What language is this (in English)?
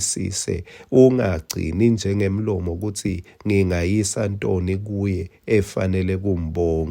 Swati